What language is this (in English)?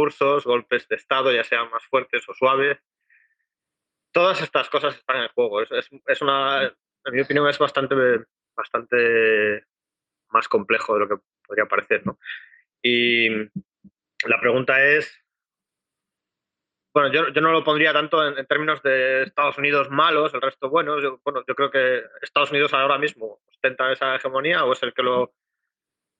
Spanish